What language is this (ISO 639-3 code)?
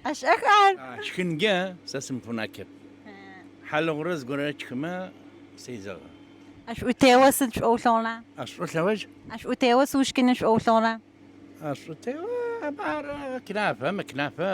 ady